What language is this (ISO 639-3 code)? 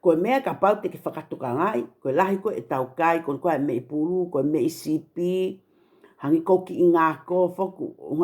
ton